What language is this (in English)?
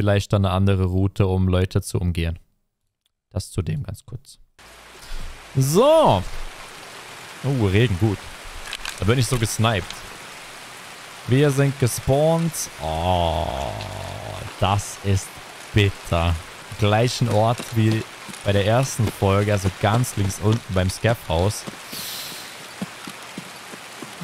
German